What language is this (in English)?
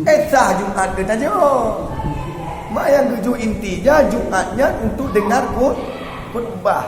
Achinese